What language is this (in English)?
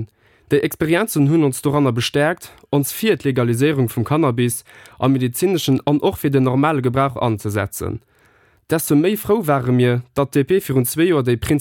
Luxembourgish